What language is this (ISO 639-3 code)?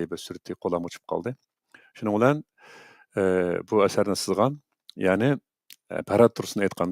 uig